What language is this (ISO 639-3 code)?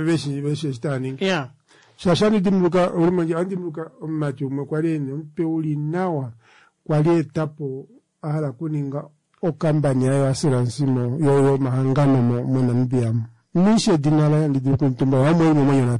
kua